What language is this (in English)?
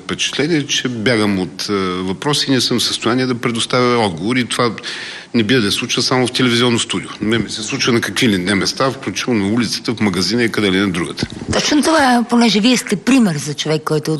Bulgarian